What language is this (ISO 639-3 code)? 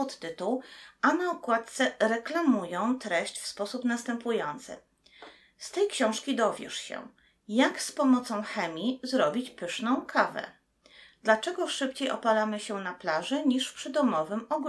pol